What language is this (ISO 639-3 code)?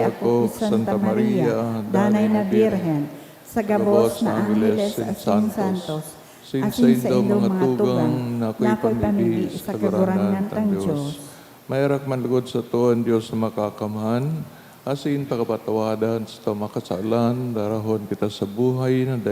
bik